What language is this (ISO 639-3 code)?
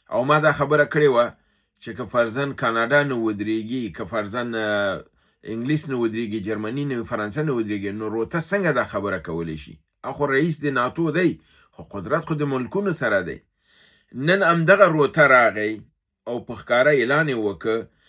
pus